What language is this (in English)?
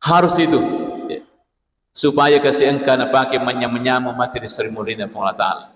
Buginese